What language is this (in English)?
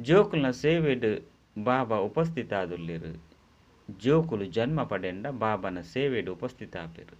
Tulu